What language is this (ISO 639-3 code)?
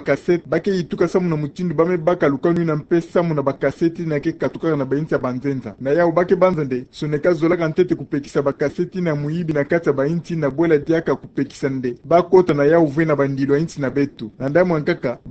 ktu